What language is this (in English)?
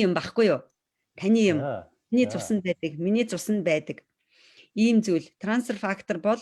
Mongolian